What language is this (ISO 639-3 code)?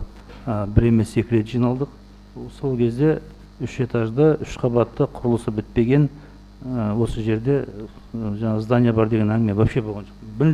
kaz